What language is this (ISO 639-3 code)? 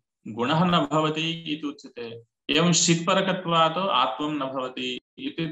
san